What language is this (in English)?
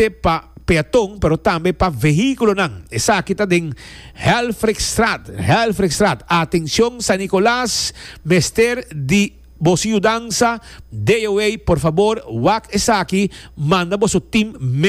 Papiamento